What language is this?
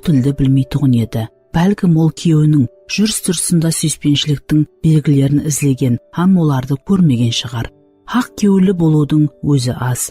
Kara-Kalpak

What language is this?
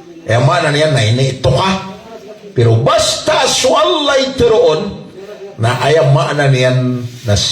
Maranao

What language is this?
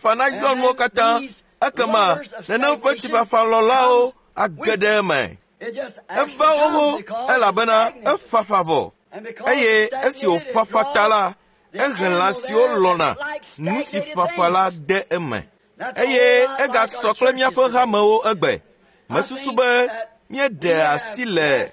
Ewe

